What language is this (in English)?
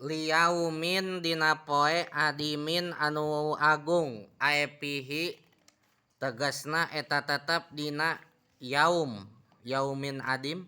Sundanese